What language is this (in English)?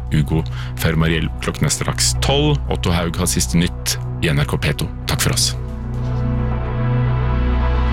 Norwegian